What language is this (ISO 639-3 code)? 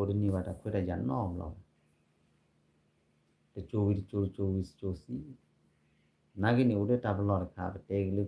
ksw